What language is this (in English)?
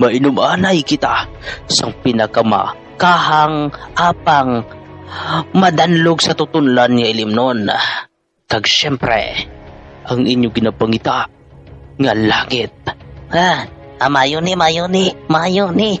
Hiligaynon